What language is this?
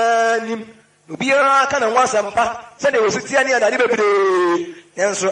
Akan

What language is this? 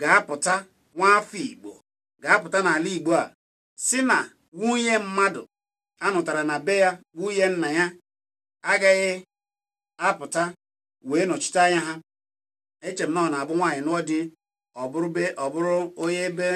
Igbo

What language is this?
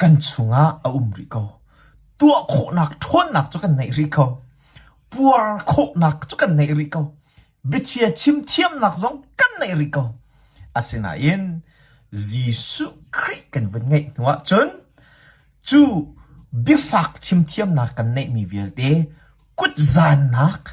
Hakha Chin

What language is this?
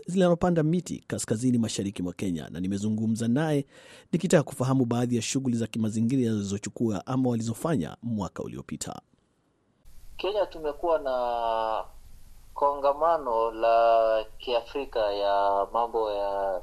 Swahili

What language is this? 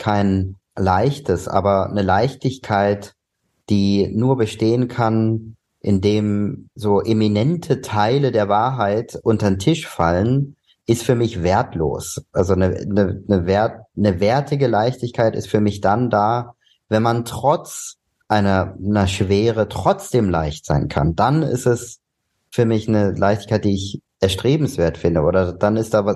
German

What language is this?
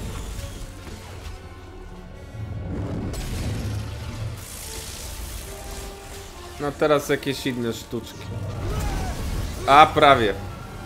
Polish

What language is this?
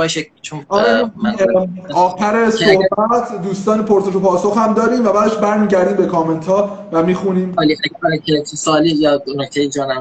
Persian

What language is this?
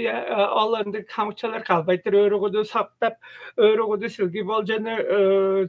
Tuvinian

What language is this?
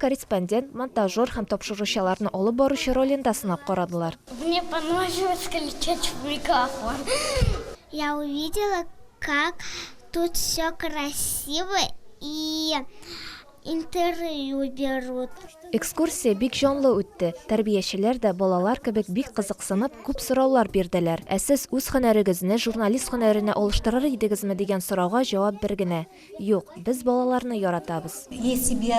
Tatar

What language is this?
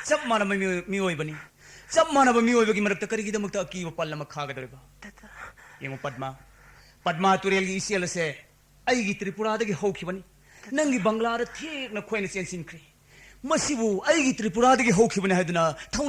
Manipuri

